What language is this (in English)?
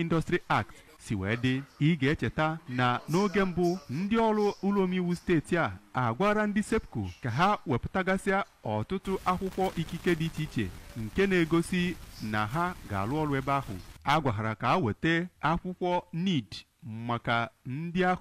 Igbo